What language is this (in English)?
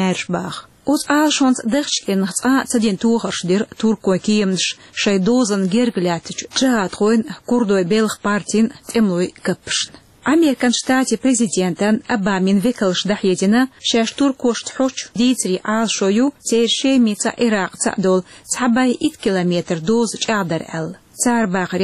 Chechen